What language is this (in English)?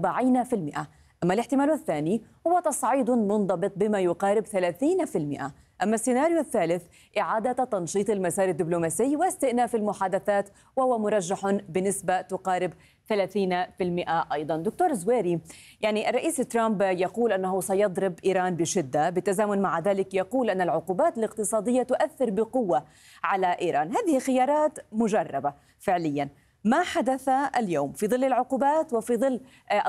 Arabic